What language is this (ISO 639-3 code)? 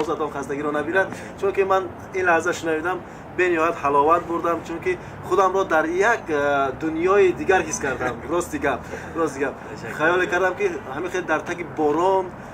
tgk